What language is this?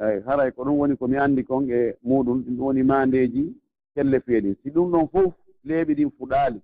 Pular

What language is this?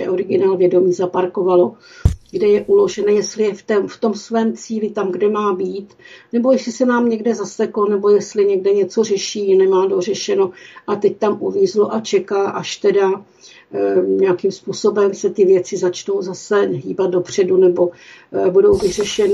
Czech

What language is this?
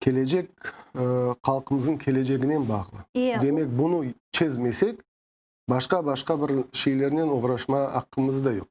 Crimean Tatar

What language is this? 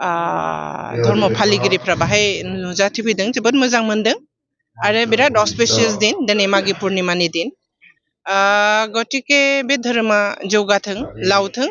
Bodo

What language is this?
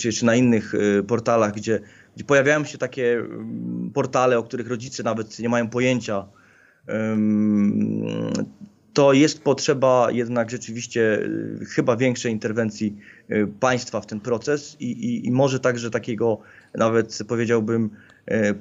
Polish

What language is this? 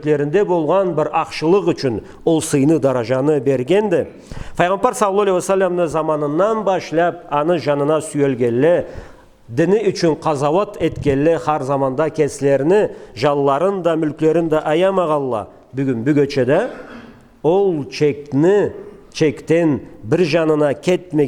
Karachay-Balkar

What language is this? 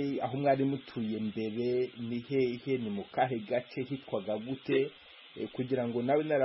Kinyarwanda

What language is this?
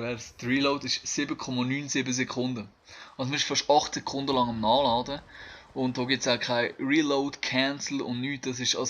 Swiss German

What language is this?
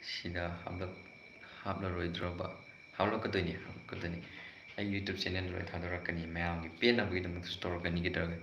Manipuri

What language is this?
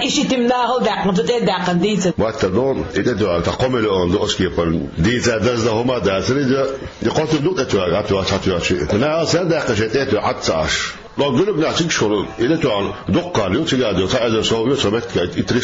Chechen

